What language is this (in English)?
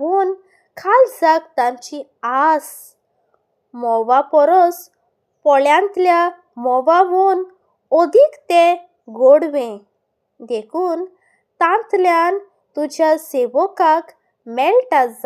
Konkani